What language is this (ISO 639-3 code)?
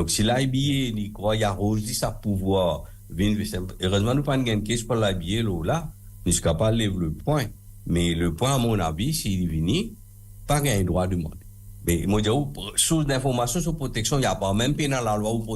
mfe